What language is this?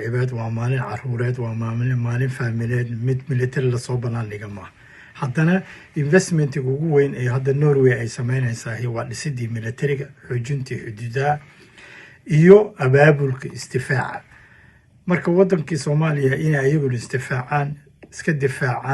Somali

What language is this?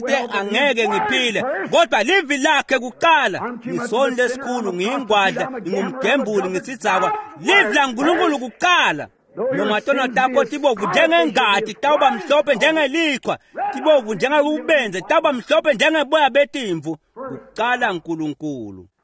Swati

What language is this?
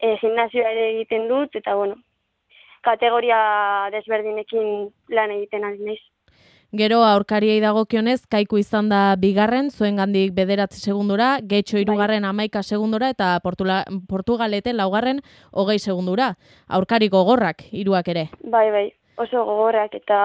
Basque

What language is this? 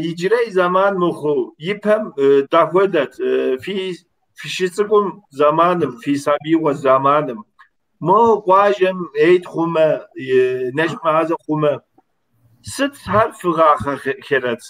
Kabardian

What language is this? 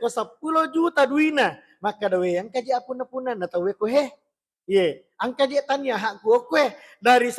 Buginese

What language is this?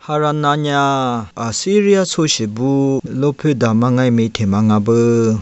Lisu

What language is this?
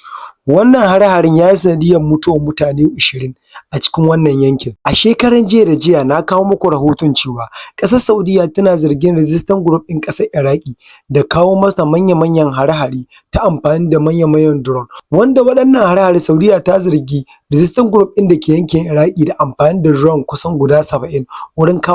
Hausa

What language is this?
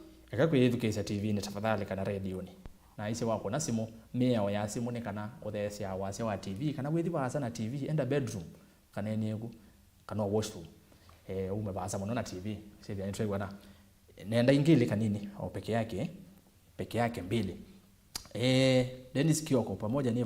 Kamba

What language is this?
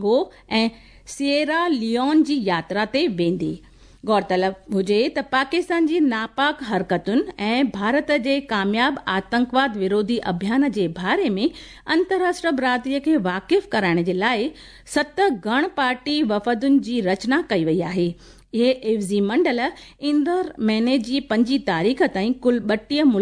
Sindhi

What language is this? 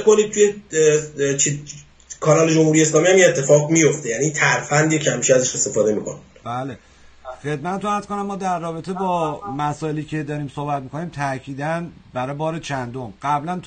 Persian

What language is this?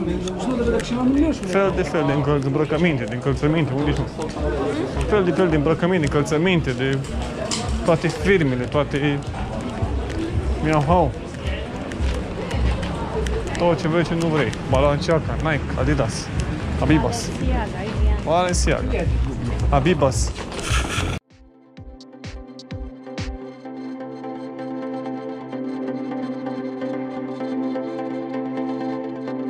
Romanian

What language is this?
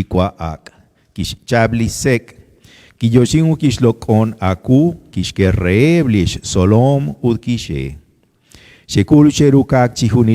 Kekchí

